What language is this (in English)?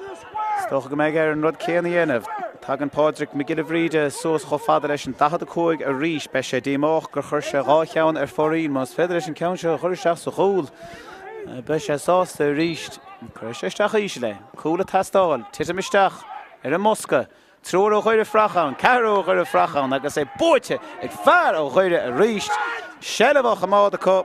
Irish